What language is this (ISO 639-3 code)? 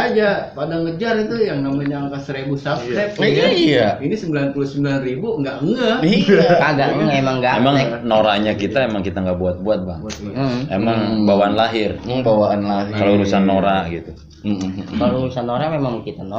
bew